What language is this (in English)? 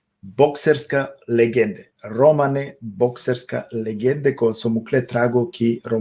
Balkan Romani